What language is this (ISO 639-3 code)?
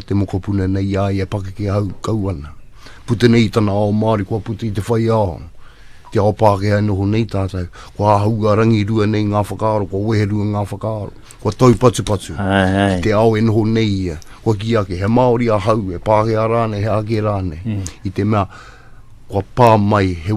mri